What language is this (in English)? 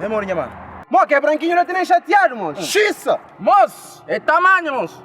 Kabuverdianu